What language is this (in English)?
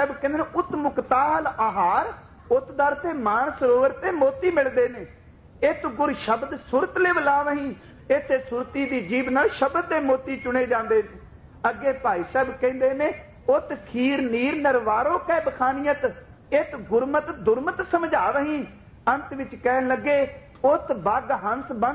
Punjabi